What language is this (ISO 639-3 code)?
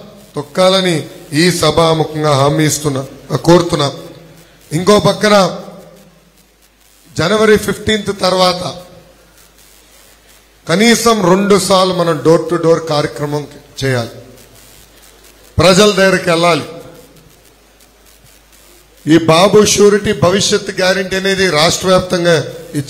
tel